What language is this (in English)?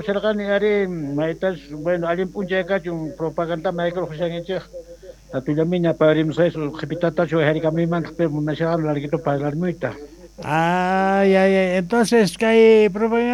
South Bolivian Quechua